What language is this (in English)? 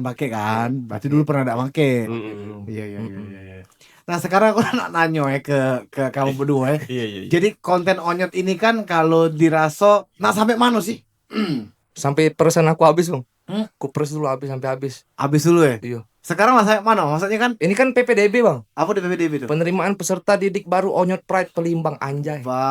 Musi